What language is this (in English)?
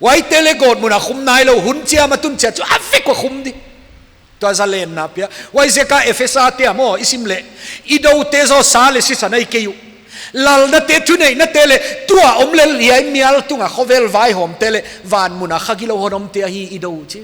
Paite Chin